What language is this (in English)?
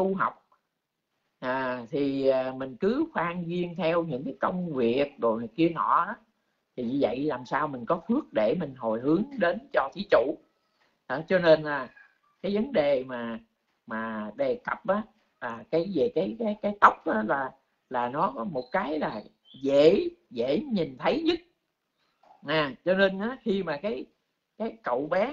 Vietnamese